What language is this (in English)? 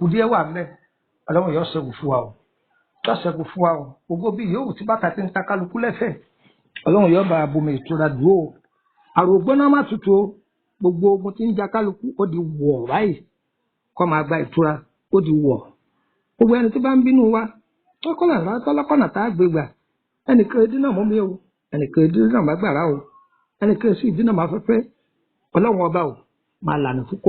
Yoruba